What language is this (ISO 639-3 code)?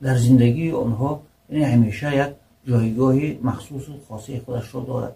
tgk